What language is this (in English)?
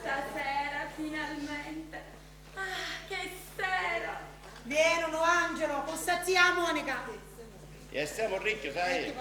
Sicilian